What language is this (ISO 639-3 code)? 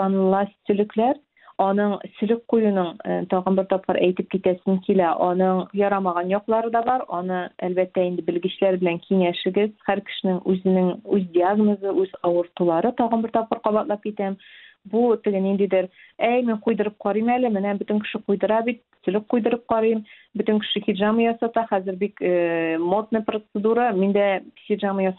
tat